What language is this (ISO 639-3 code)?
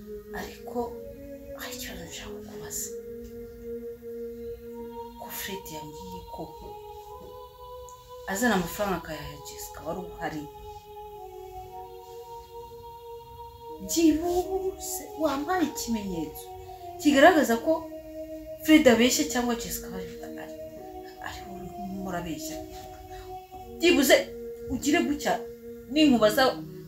kin